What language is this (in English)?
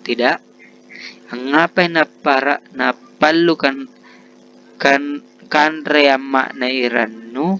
Makasar